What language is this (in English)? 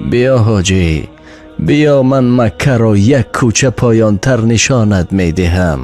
Tajik